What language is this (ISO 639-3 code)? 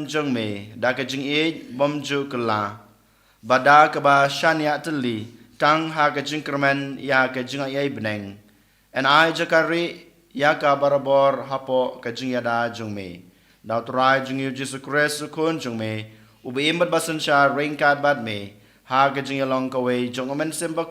kha